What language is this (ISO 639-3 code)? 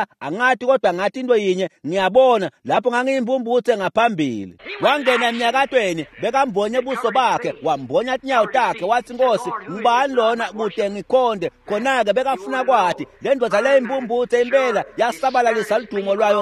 ssw